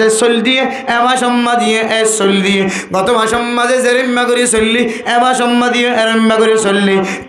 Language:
Rohingya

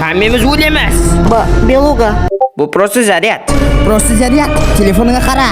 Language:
Kara-Kalpak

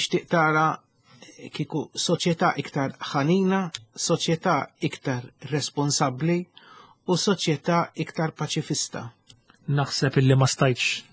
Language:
Maltese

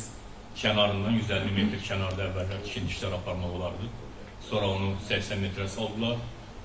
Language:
Azerbaijani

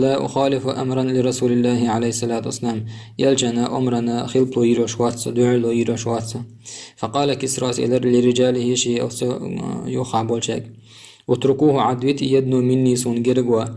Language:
Chechen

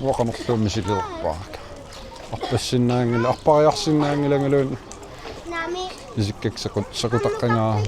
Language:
Kalaallisut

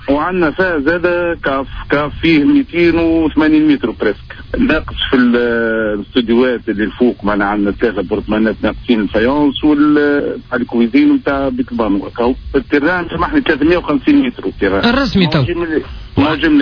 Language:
Tunisian Arabic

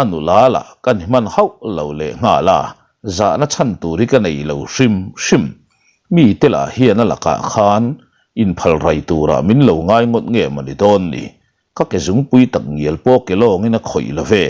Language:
Mizo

